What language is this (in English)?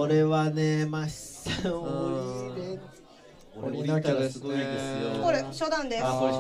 Japanese